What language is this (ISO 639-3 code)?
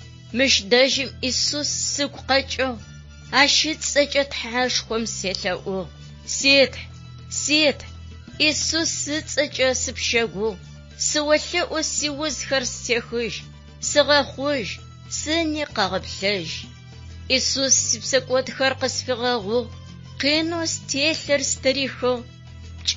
ady